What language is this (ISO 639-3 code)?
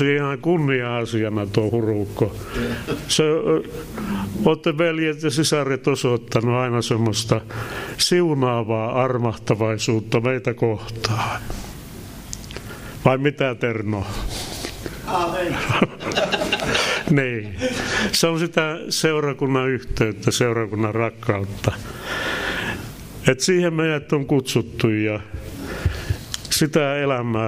fin